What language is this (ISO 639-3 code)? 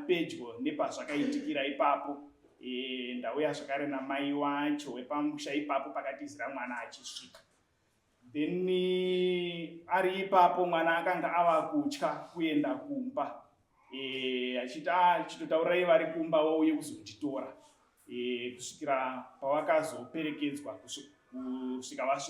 sna